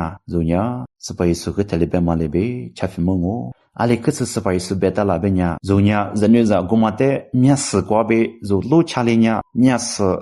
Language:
Lisu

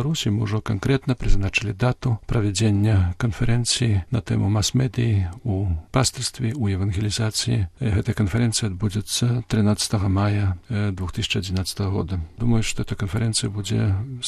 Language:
Belarusian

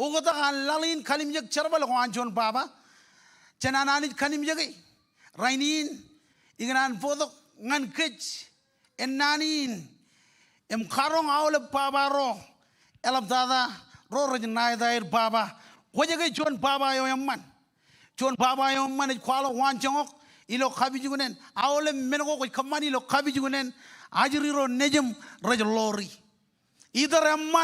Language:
Marshallese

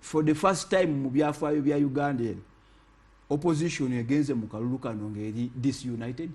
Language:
Ganda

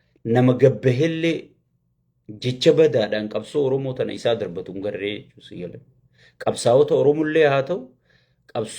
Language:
Oromo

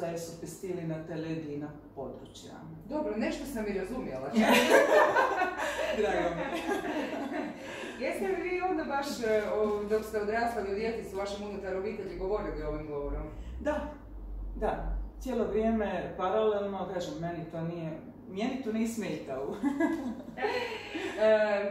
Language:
Croatian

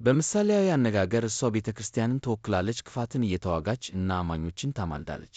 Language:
Amharic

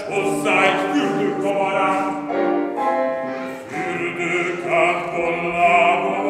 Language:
Hungarian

